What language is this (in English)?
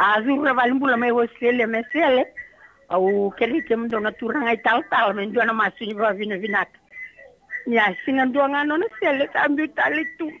Fijian